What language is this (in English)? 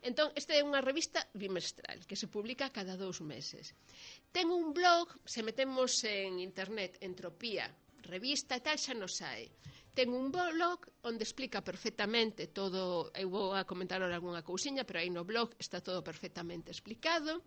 Galician